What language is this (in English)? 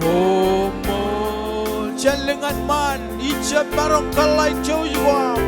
Marshallese